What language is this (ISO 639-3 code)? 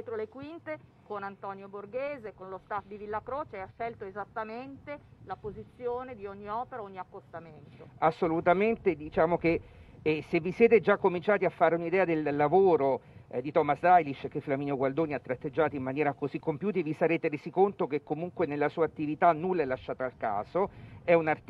ita